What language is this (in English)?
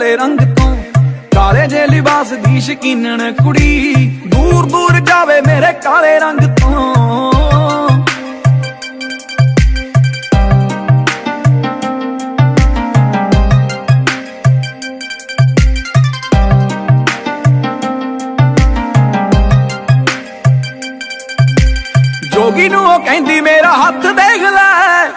Punjabi